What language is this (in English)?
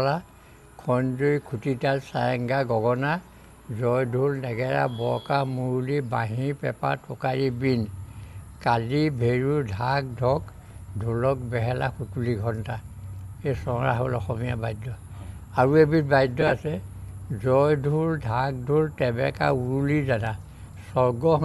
Assamese